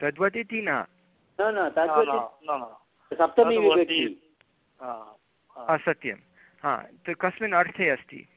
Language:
Sanskrit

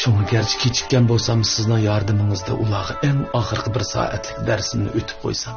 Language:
Uyghur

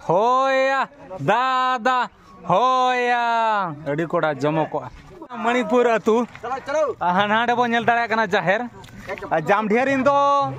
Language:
Santali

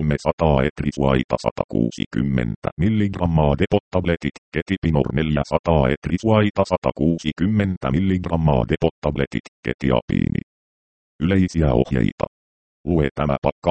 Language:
Finnish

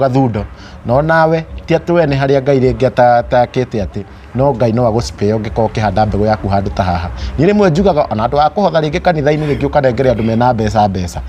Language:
Kikuyu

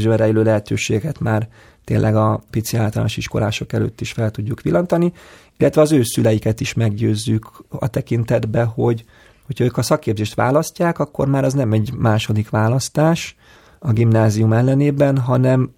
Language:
Hungarian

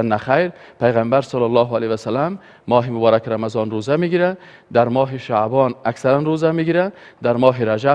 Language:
Persian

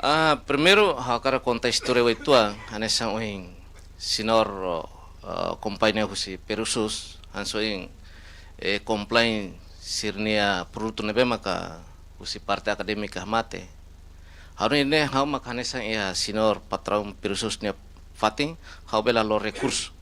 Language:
Tetum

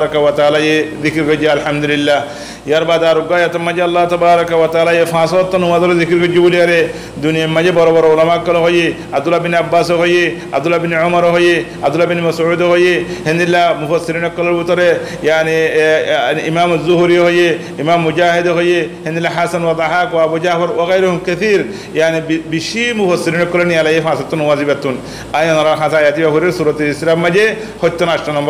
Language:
Rohingya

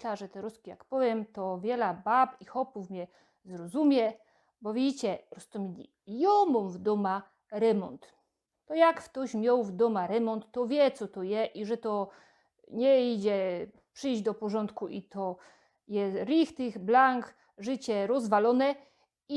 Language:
Silesian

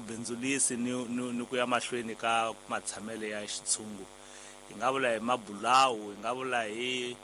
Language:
Tsonga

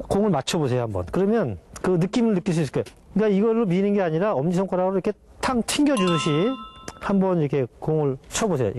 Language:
Korean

